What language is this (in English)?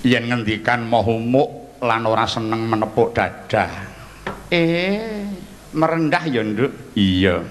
Javanese